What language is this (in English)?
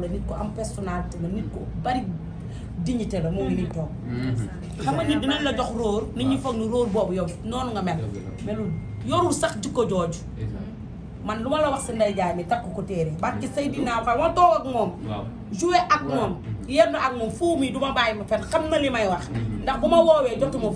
Wolof